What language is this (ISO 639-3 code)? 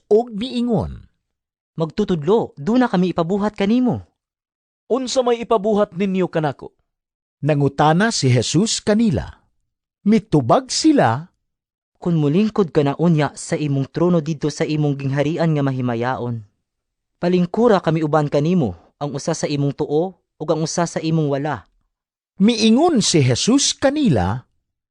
ceb